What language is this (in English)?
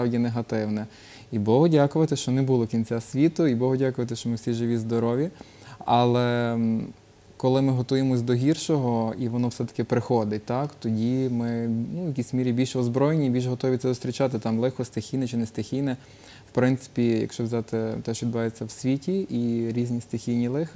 Ukrainian